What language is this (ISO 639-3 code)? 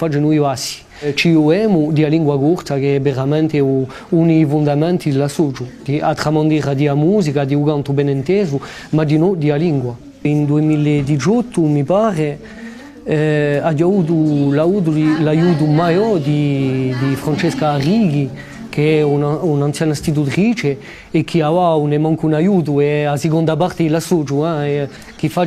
cos